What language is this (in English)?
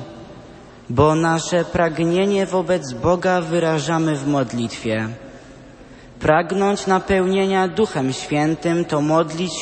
Polish